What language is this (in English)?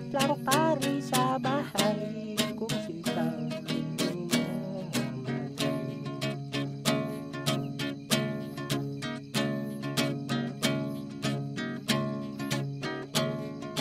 Filipino